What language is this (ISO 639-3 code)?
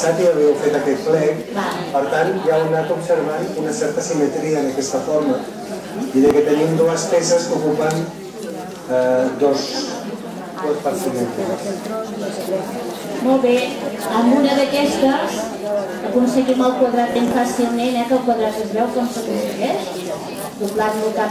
cat